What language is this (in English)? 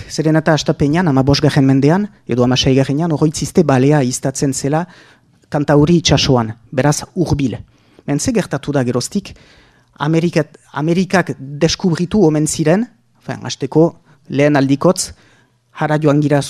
Basque